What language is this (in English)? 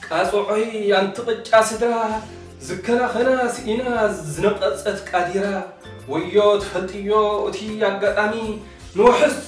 Tigrinya